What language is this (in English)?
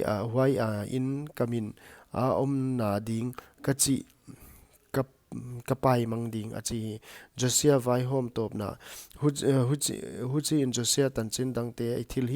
Paite Chin